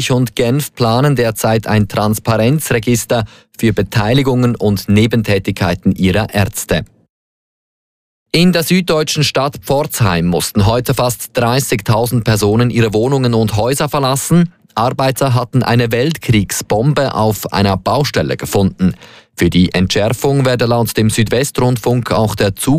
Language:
German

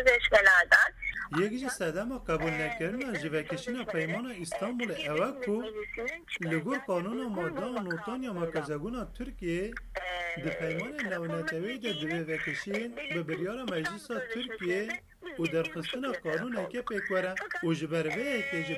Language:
Kurdish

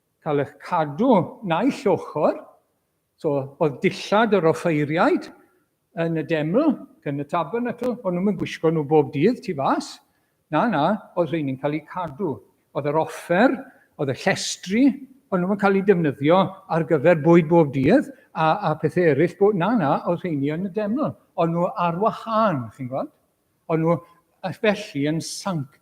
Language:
Welsh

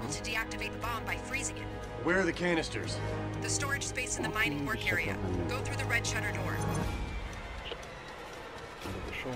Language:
Hungarian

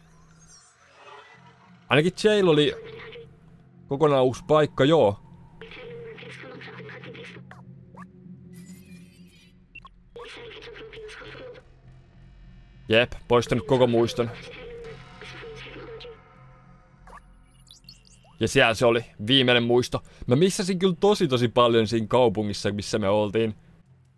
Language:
Finnish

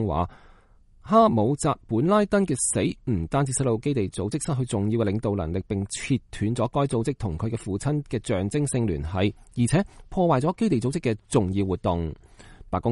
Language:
Cantonese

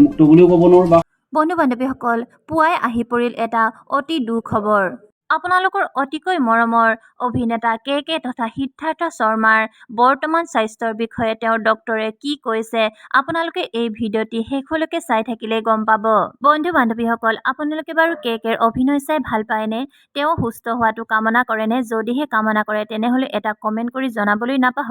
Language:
Assamese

